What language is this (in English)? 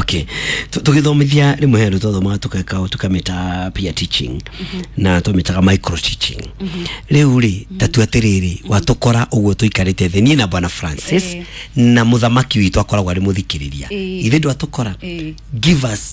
Kikuyu